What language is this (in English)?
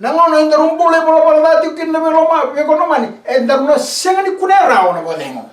Fijian